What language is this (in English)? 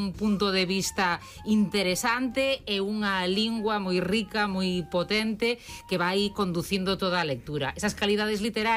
Galician